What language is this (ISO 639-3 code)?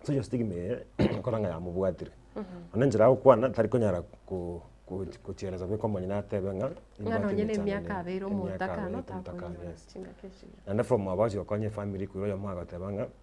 guz